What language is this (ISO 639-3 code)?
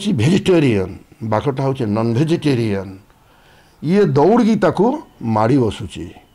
ori